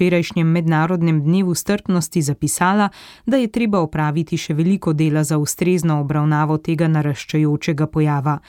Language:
Slovenian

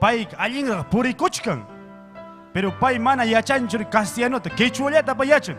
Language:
Ayacucho Quechua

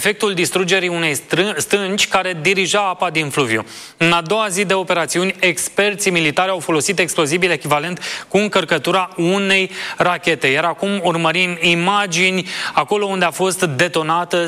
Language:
Romanian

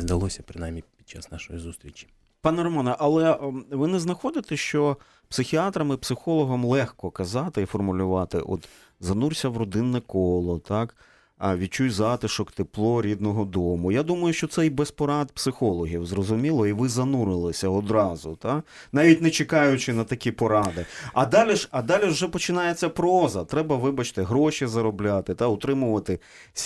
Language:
Ukrainian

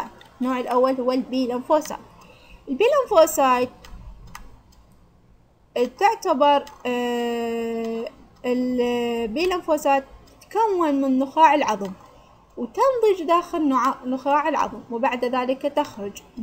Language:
Arabic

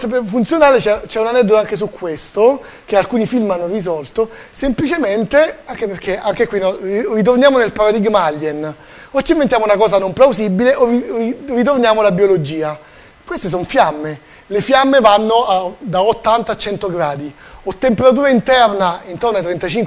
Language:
Italian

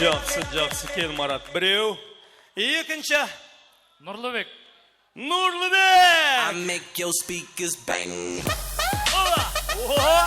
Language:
Kara-Kalpak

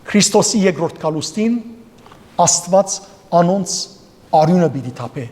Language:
Western Armenian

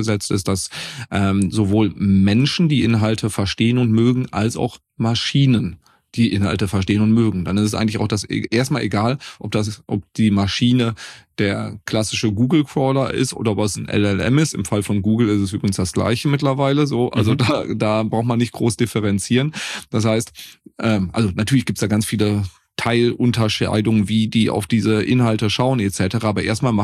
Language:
German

